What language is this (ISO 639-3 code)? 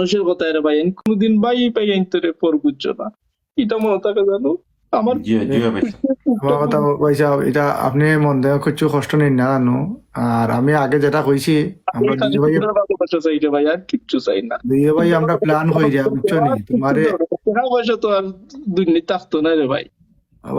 syl